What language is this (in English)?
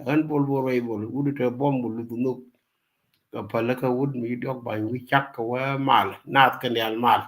Nuer